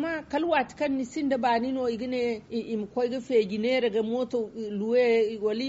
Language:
Zarma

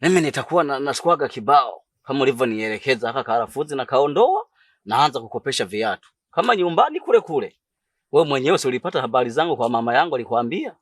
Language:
Swahili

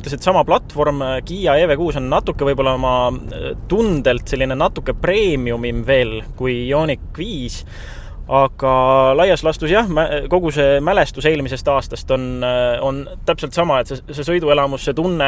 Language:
Estonian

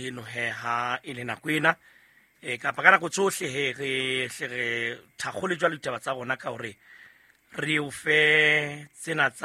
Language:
Southern Sotho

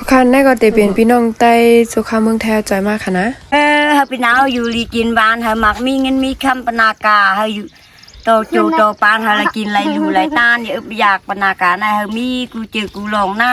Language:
Shan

